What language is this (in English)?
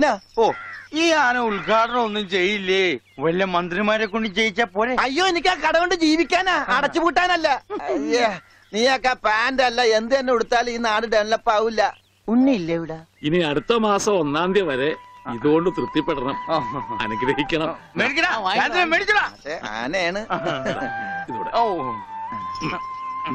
Malayalam